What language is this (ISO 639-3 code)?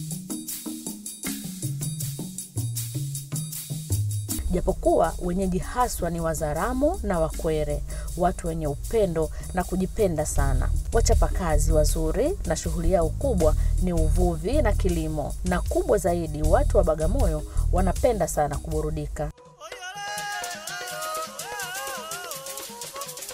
swa